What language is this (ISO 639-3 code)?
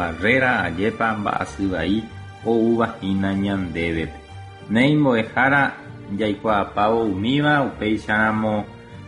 grn